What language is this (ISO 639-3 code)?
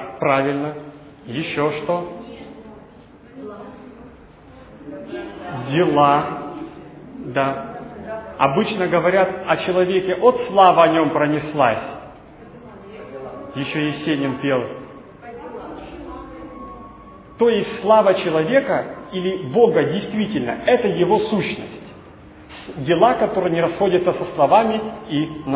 rus